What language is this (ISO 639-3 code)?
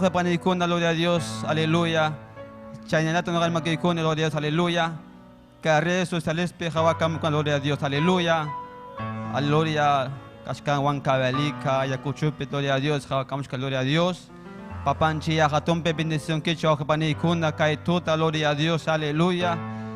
quy